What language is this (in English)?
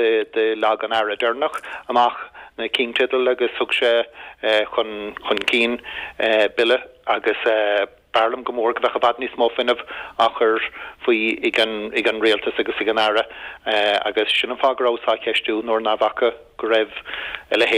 Irish